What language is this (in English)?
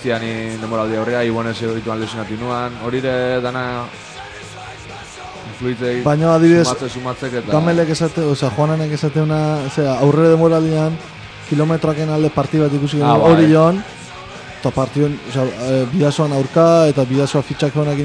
Basque